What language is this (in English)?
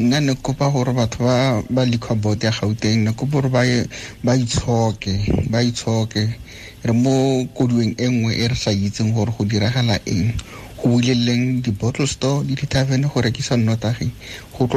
Tswana